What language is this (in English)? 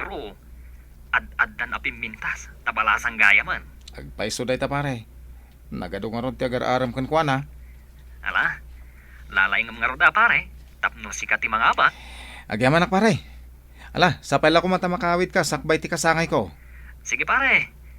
Iloko